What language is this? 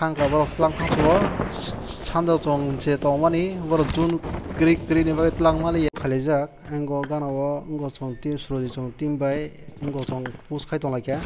Kok Borok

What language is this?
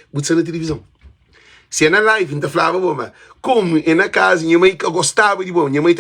Kabuverdianu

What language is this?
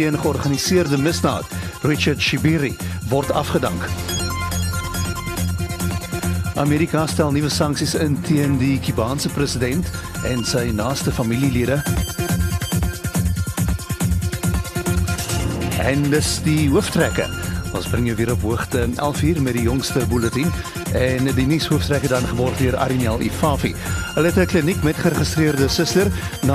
Afrikaans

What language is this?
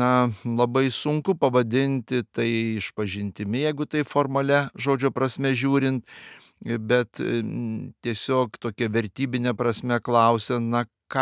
Lithuanian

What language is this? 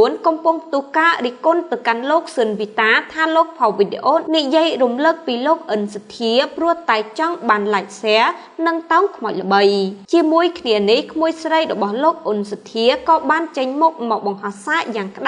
Khmer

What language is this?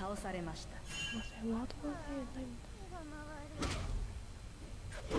Japanese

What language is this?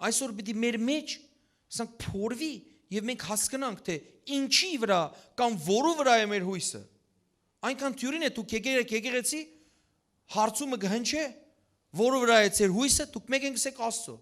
Western Armenian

